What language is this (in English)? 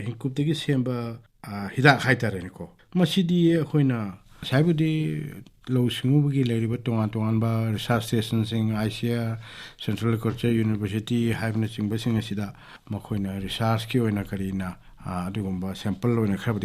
Manipuri